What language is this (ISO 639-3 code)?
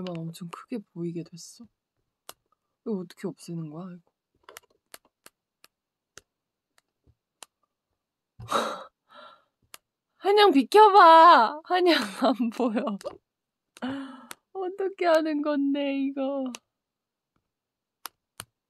kor